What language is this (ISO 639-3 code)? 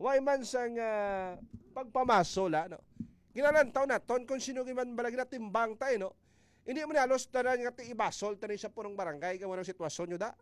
hil